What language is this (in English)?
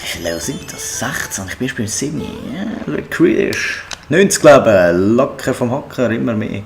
Swiss German